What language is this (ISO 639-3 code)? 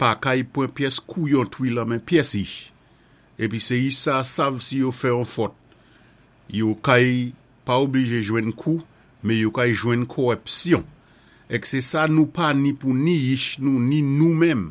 acf